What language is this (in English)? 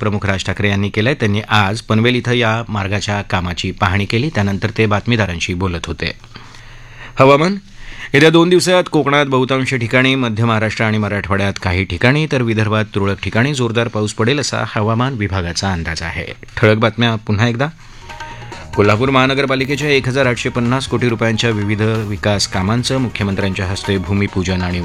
Marathi